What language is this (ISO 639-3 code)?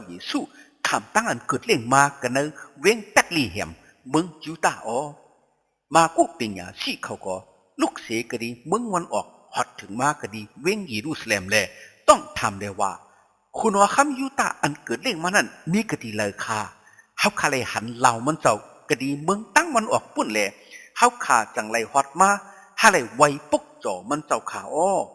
shn